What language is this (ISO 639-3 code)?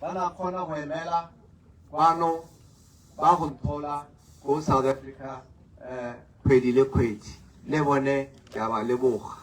tsn